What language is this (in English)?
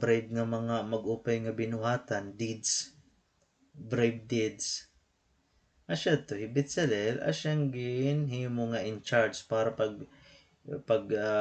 Waray